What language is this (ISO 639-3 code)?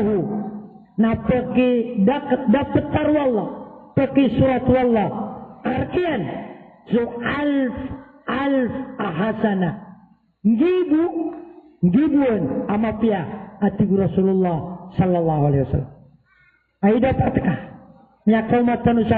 mrw